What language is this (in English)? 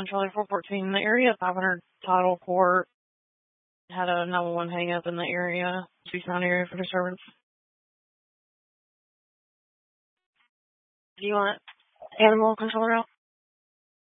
English